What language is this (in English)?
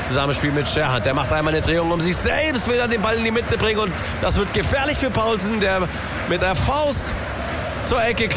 German